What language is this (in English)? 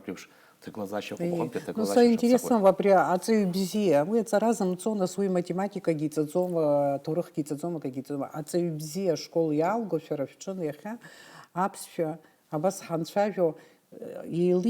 Abkhazian